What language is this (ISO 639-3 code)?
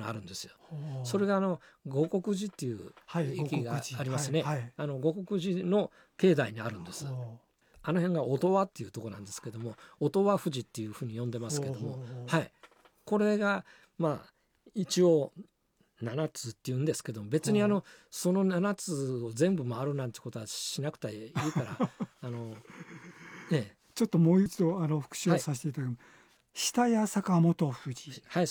jpn